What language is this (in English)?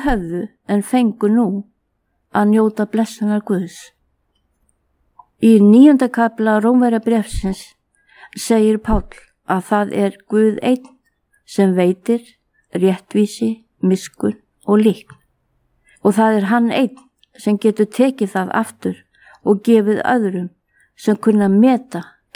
Icelandic